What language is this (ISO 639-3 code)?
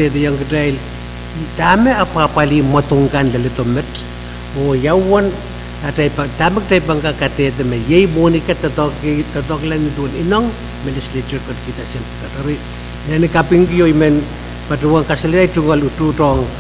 pon